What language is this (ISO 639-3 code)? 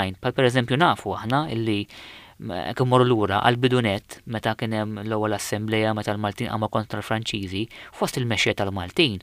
mlt